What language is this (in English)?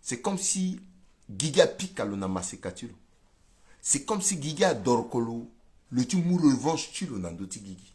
Sango